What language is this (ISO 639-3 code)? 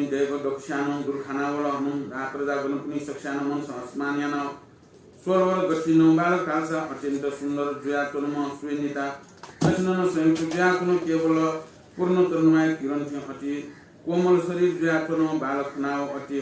new